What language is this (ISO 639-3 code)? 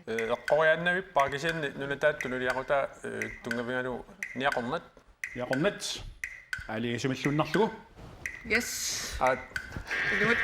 kal